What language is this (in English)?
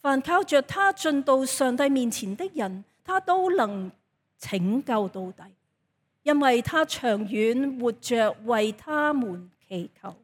Cantonese